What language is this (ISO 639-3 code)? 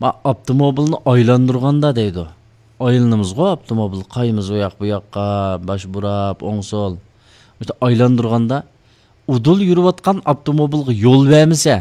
uig